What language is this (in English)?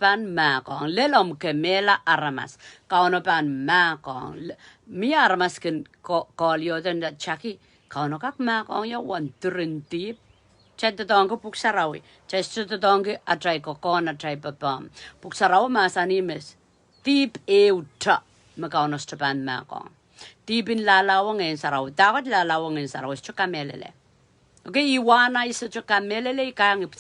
Pohnpeian